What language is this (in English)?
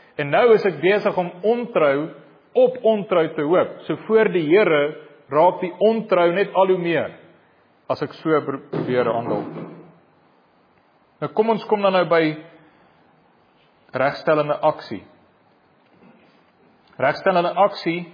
Afrikaans